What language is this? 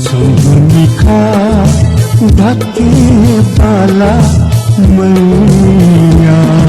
Newari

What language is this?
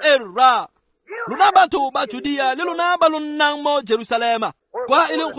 Tswana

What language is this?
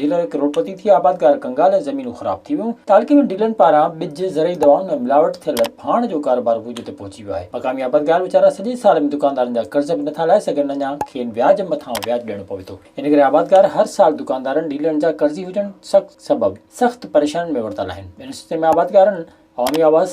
Sindhi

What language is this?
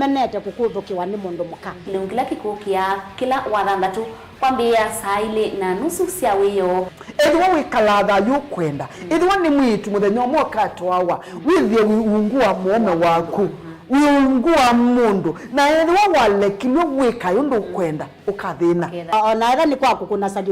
Kamba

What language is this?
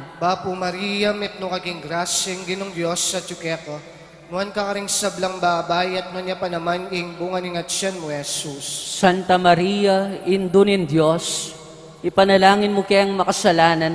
Pampanga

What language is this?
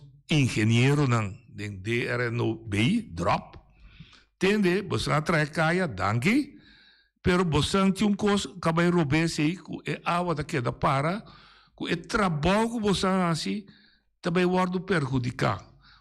Papiamento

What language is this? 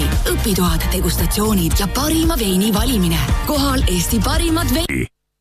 Estonian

